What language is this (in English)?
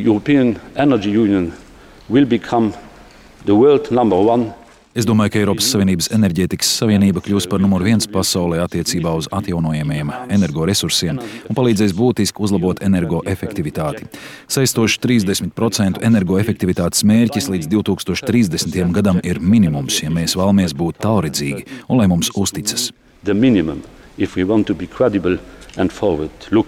Latvian